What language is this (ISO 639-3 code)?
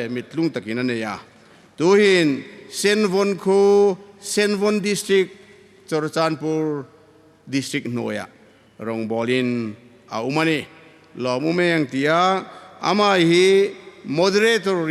hmr